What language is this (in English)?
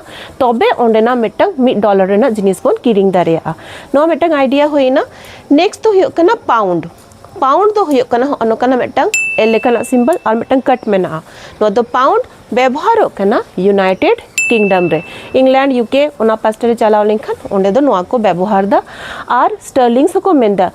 Santali